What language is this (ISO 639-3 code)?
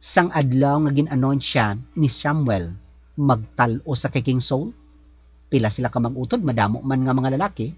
hil